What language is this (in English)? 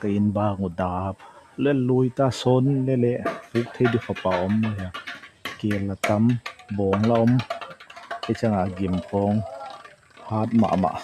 Tedim Chin